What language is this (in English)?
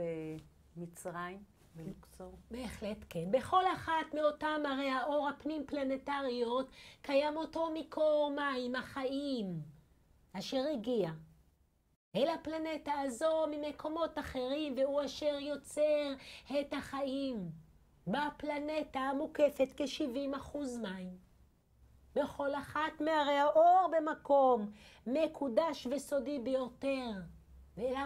Hebrew